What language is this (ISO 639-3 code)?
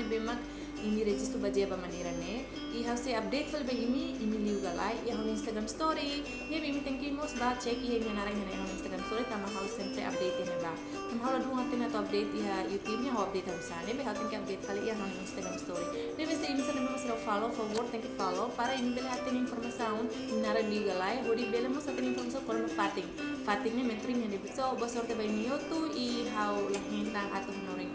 tet